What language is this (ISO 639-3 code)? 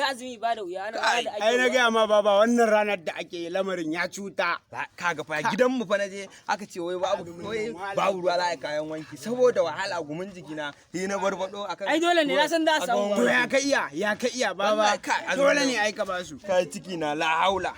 hau